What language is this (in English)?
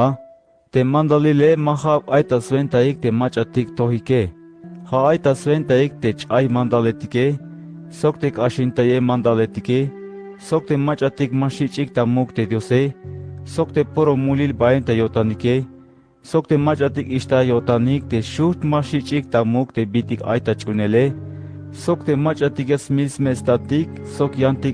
Tzeltal